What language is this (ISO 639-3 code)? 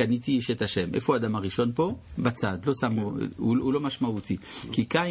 heb